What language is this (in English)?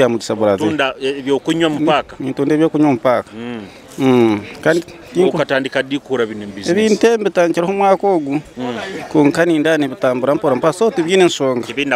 Nyoro